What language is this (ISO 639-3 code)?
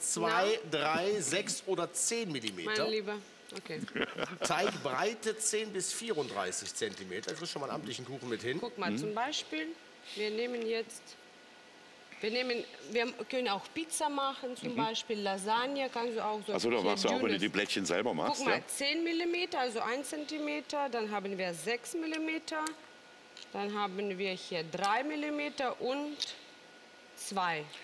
deu